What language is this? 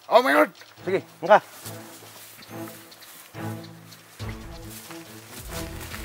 Filipino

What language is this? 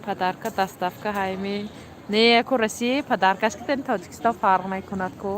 Tajik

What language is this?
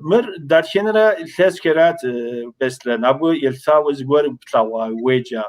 Kabardian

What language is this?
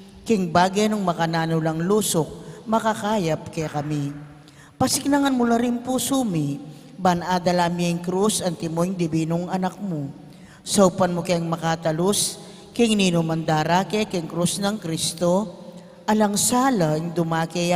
Pampanga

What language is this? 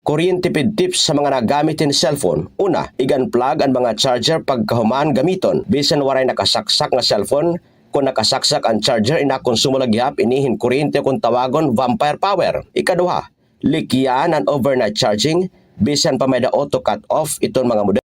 Waray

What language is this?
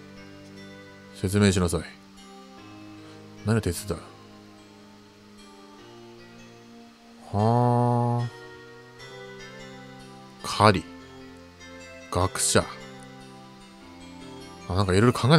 Japanese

